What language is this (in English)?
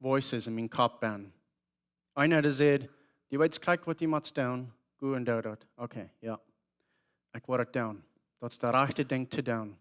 Plautdietsch